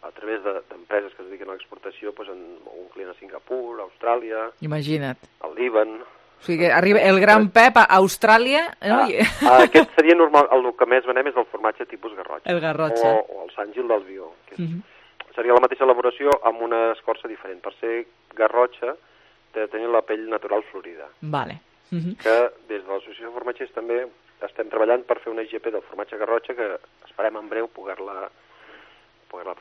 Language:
Catalan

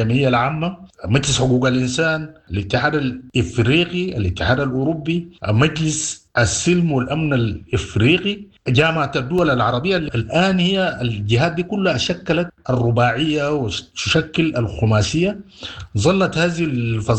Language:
Sudanese Arabic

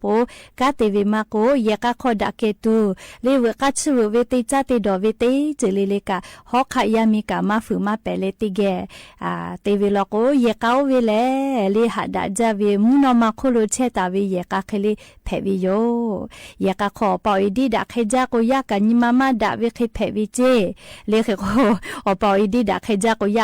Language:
Lahu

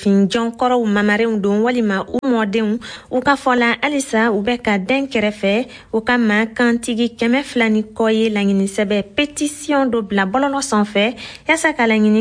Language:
Bambara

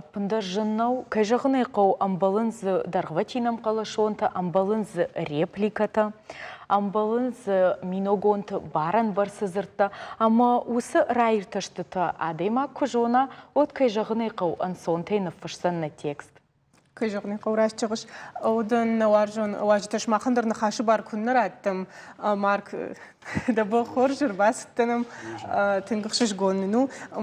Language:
Ossetic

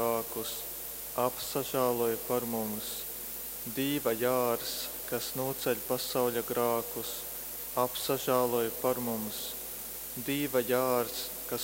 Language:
Latgalian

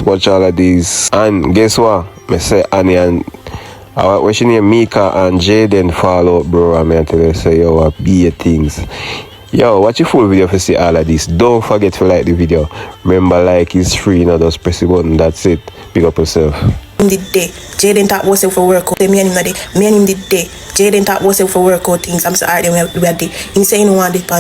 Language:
Jamaican Creole English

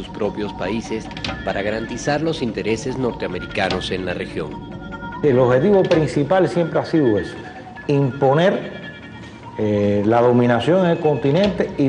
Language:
Spanish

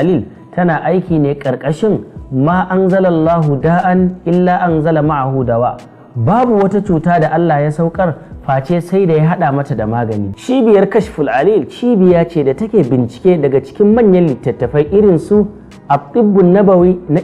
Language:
Hausa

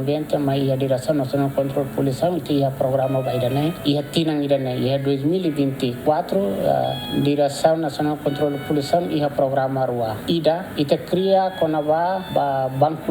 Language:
Tetum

